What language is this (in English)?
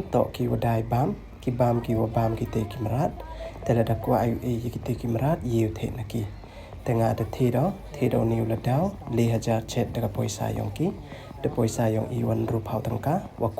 Pnar